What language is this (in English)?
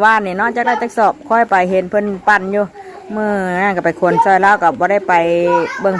Northeastern Thai